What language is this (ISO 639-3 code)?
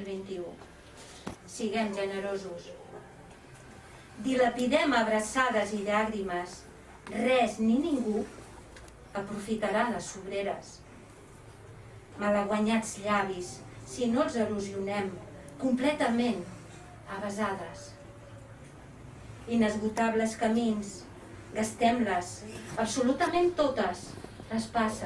cat